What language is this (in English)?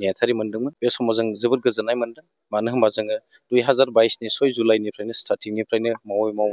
Bodo